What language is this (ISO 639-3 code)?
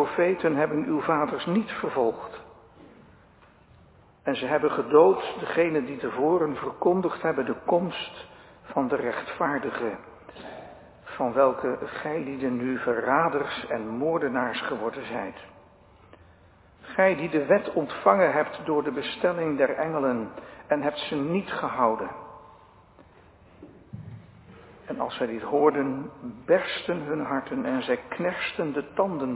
nld